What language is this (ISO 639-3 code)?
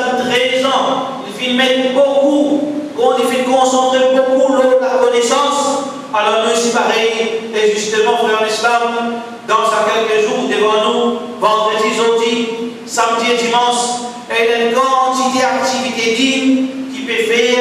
mfe